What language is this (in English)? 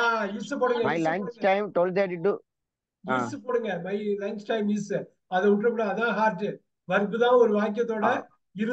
Tamil